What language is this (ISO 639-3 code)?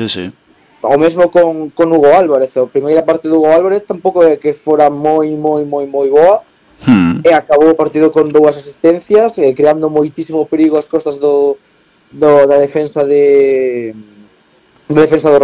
glg